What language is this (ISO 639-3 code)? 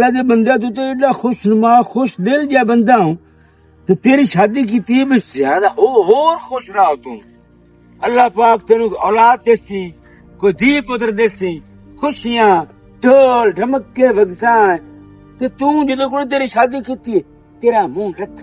lah